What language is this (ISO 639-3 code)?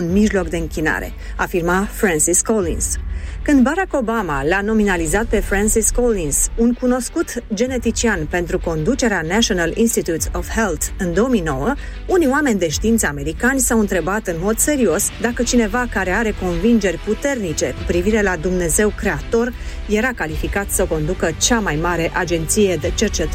ron